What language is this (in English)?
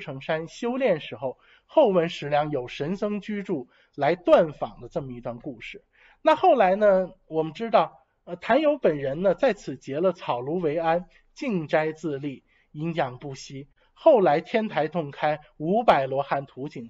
Chinese